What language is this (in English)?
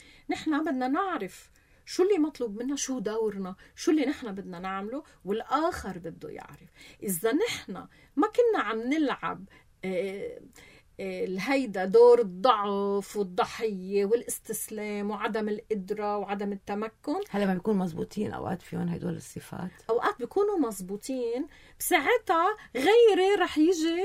North Levantine Arabic